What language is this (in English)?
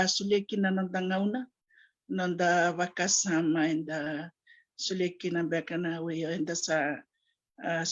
Fijian